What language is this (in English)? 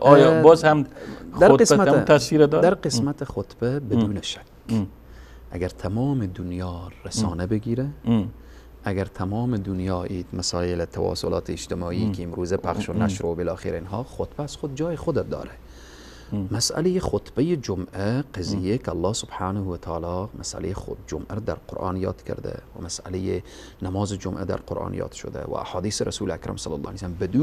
Persian